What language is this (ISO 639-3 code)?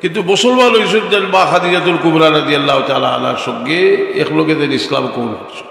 syl